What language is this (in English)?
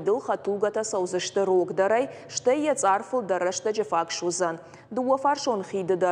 Ossetic